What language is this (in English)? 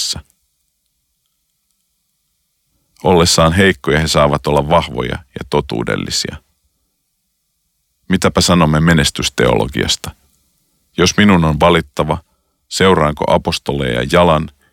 Finnish